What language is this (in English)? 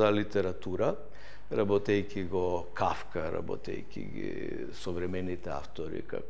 Macedonian